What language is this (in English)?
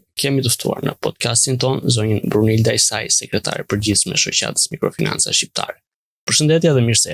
Albanian